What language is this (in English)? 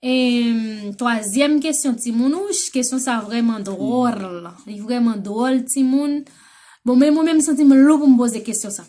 Haitian Creole